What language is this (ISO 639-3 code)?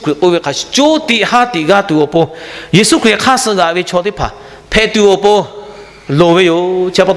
lhu